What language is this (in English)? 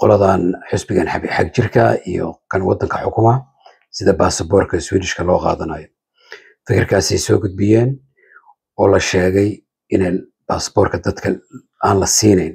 Somali